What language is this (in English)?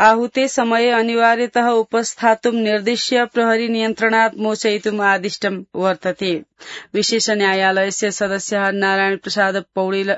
Sanskrit